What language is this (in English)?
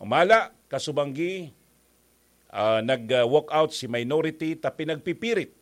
Bikol